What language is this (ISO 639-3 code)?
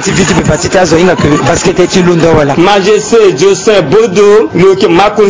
sag